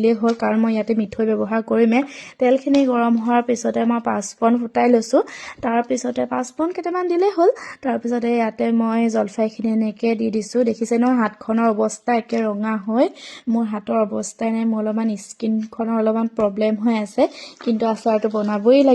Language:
Assamese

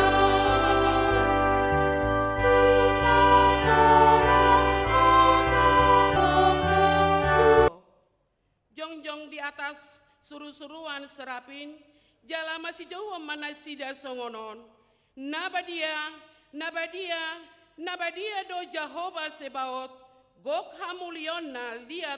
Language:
Batak Toba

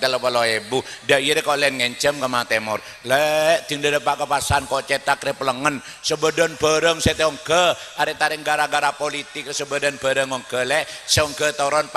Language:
Madurese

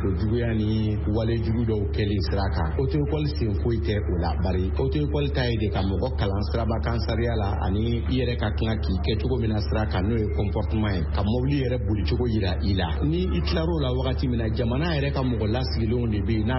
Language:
Bambara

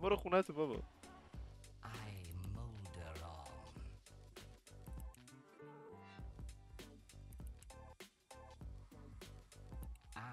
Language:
Persian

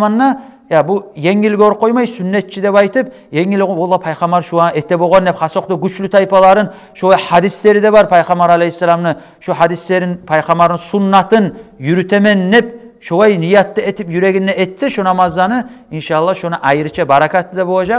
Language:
Kumyk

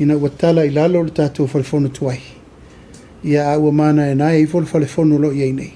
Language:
Samoan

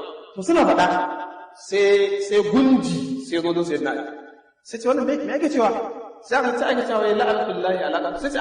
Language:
Hausa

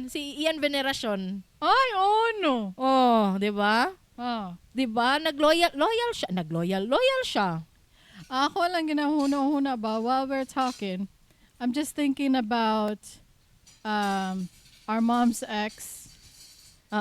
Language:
Cebuano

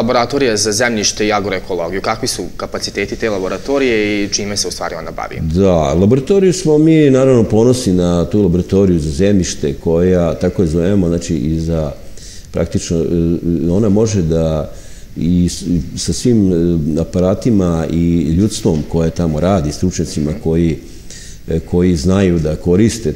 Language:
Serbian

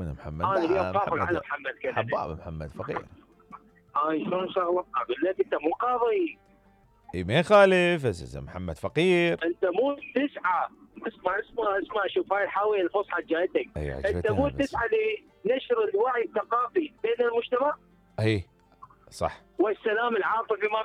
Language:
Mesopotamian Arabic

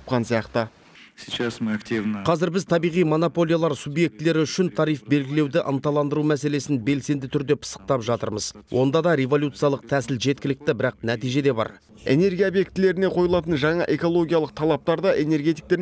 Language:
Kazakh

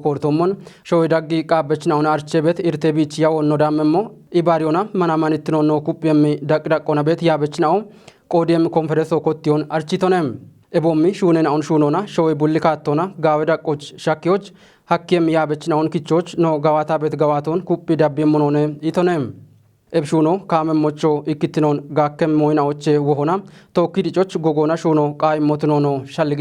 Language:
Kafa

